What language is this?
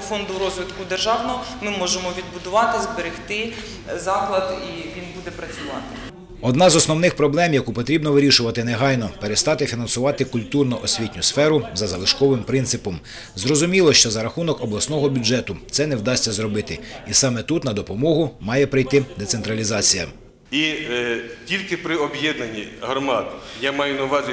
Ukrainian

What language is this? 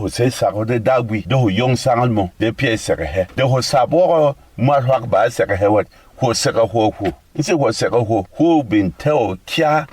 Berom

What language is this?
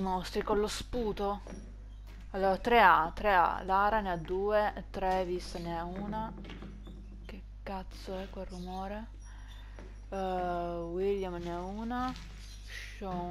Italian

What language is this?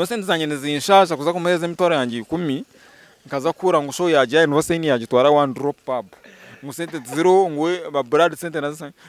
Nyankole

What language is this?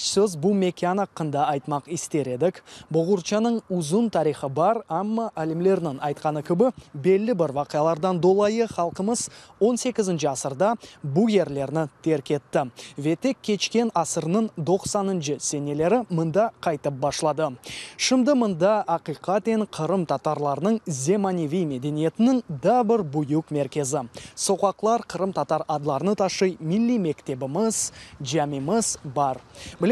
Crimean Tatar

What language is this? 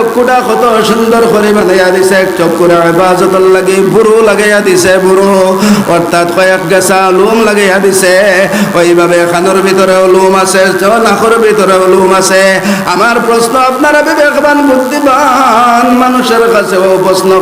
Sylheti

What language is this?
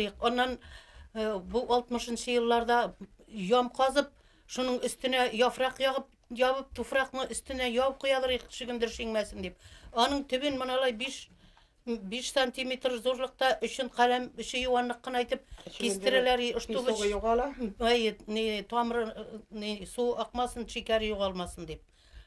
Bashkir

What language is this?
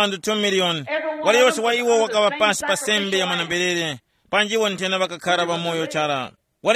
Tumbuka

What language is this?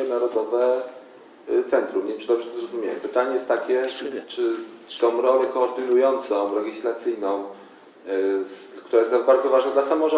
Polish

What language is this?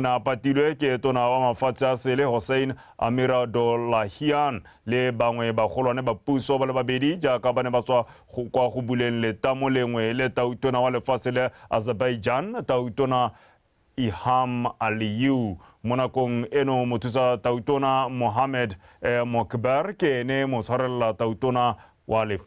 Tswana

